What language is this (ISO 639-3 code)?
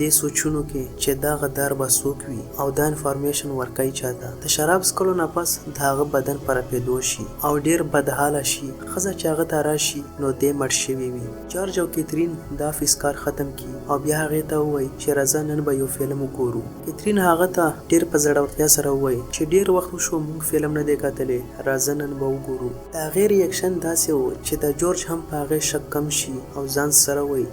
pus